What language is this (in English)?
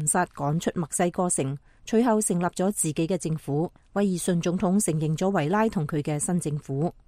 Cantonese